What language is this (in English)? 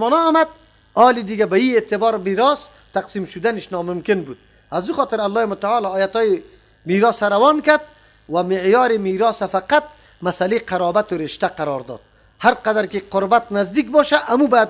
Persian